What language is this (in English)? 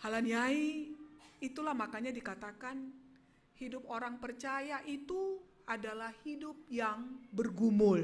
Batak Simalungun